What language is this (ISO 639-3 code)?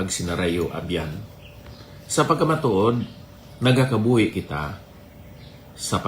hil